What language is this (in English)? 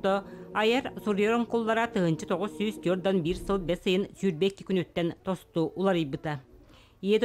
Yakut